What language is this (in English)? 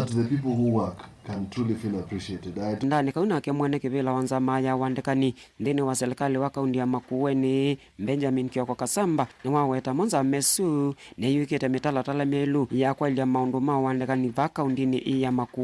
Kamba